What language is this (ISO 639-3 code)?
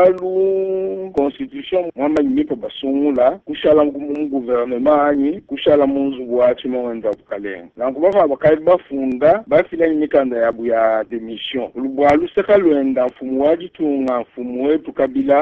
lua